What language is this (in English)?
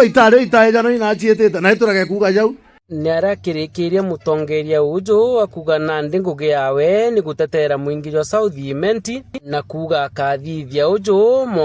Meru